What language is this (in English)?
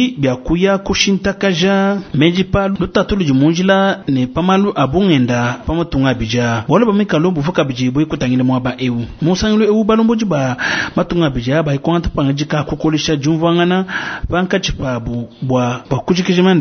Luba-Lulua